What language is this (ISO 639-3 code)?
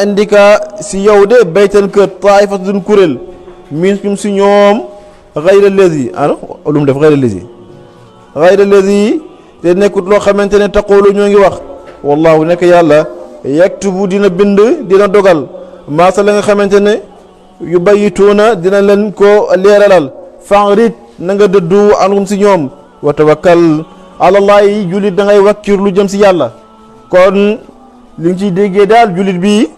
wol